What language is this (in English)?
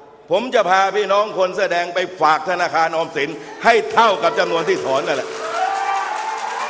Thai